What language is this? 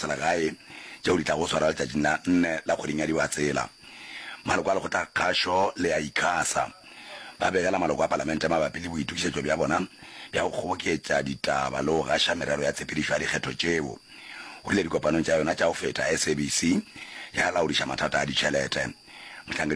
Northern Sotho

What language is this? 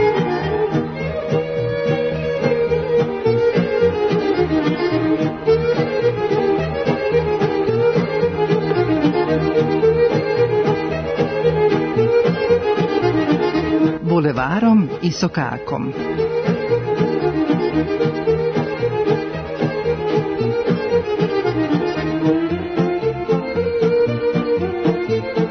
Serbian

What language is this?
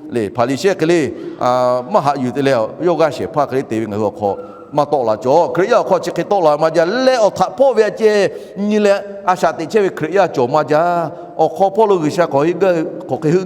Lahu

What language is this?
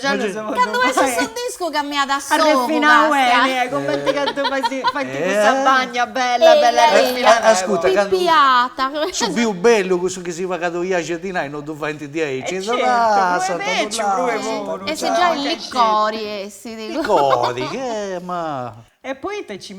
Sardinian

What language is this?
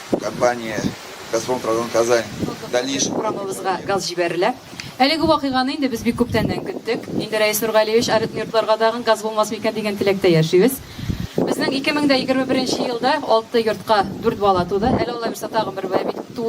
Tatar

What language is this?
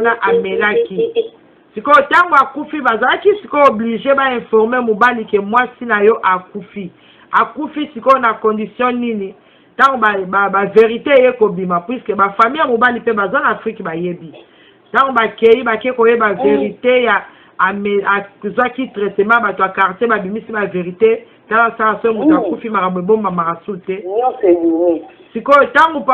Lingala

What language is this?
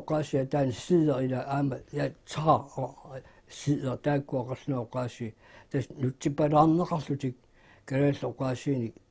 Kalaallisut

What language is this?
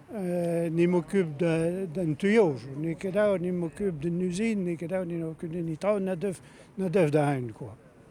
Breton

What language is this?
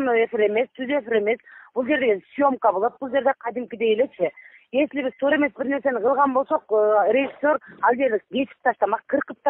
Kyrgyz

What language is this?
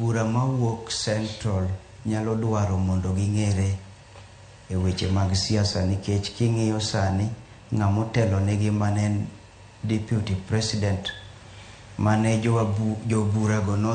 Luo (Kenya and Tanzania)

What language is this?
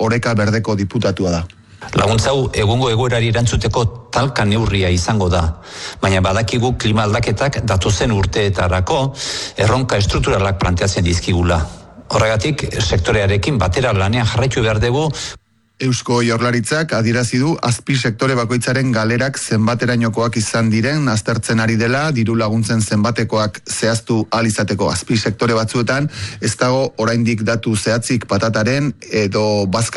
Basque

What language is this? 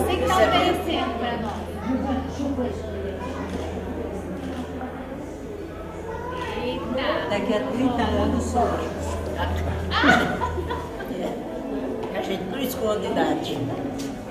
Portuguese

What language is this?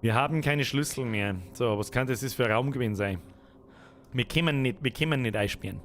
Bavarian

